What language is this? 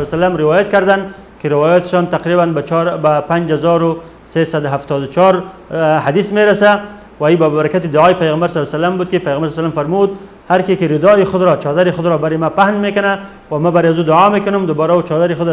Persian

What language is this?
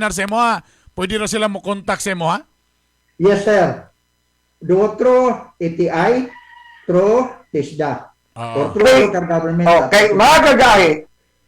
Cebuano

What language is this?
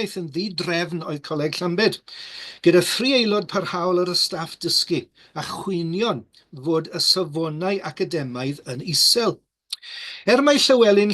Welsh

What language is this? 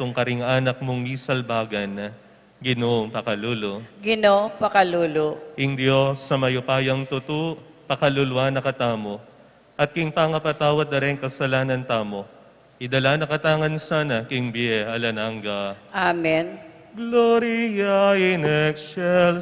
Pampanga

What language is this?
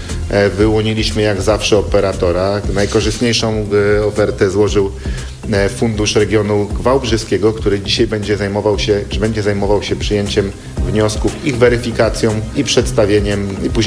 Polish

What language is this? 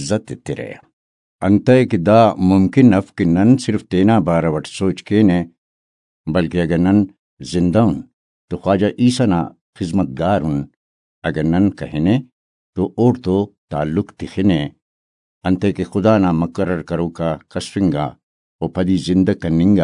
Brahui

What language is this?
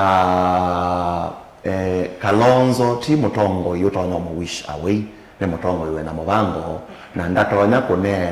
Kamba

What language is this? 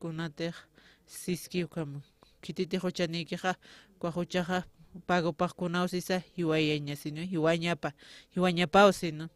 Aymara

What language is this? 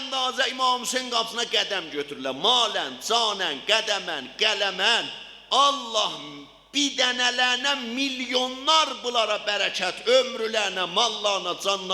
South Azerbaijani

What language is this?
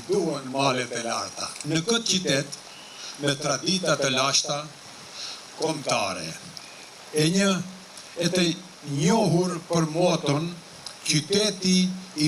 Albanian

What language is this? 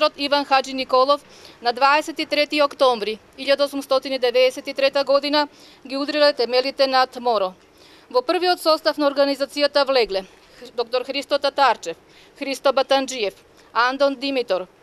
Macedonian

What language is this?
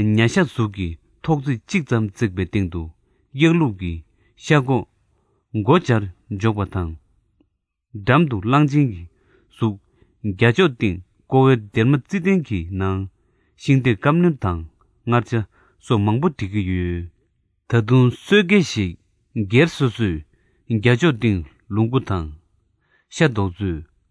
Tibetan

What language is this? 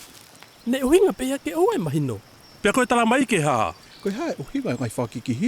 Tongan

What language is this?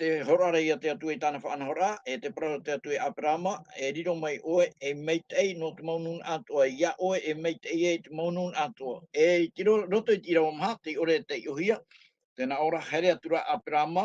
Tahitian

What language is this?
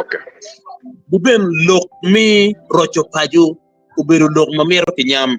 Acoli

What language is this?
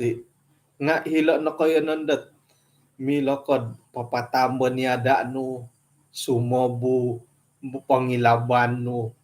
Central Dusun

